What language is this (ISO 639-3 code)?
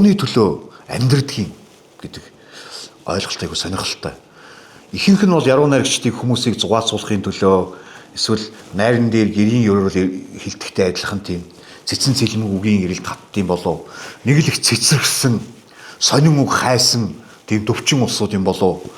mon